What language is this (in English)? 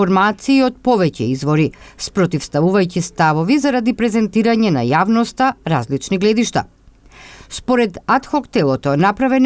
Macedonian